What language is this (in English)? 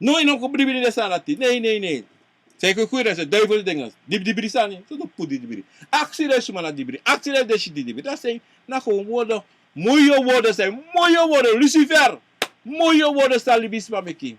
Sranan Tongo